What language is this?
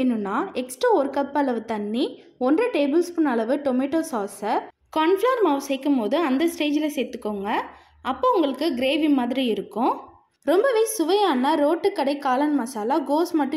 Tamil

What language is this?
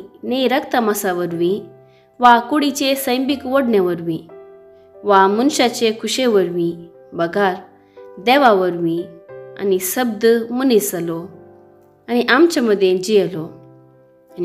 Konkani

